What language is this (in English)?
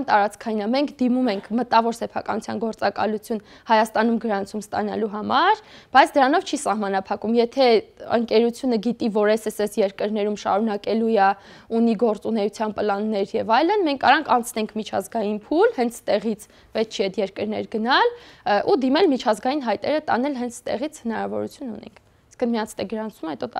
Armenian